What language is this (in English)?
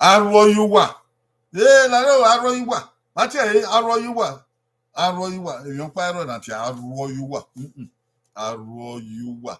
Bini